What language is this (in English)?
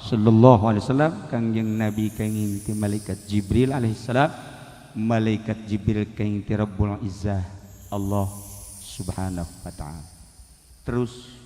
Sundanese